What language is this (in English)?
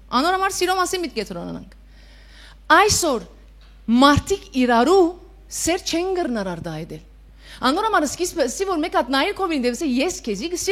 Western Armenian